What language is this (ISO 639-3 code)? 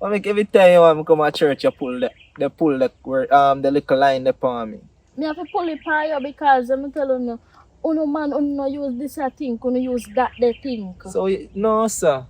jam